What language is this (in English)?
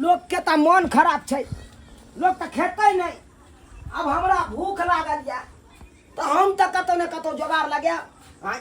Maithili